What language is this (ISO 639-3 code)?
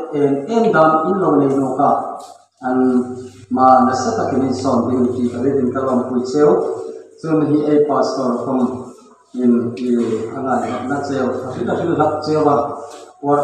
hmr